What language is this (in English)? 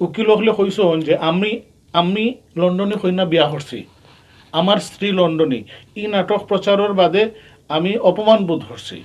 Sylheti